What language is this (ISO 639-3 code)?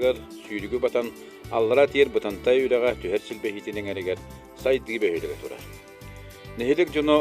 sah